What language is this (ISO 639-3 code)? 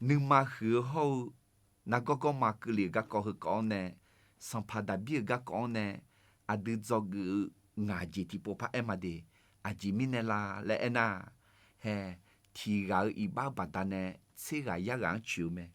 ahk